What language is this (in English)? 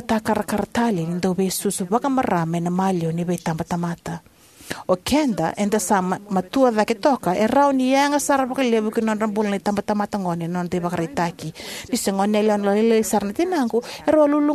Fijian